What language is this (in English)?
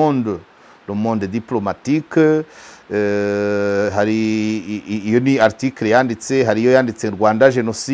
Kinyarwanda